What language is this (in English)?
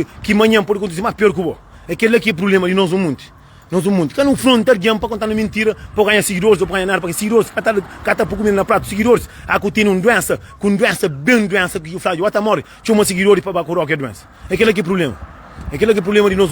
Kabuverdianu